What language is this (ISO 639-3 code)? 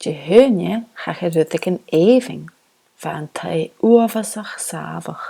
gla